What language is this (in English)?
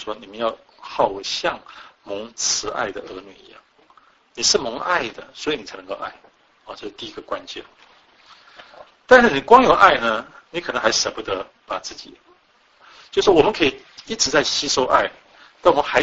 Chinese